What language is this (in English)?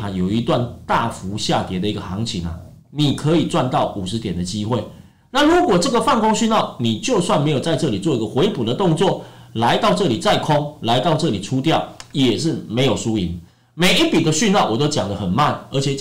Chinese